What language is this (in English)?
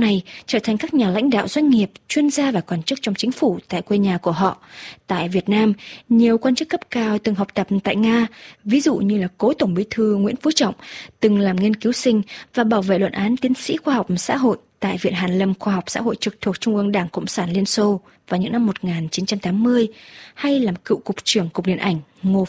Vietnamese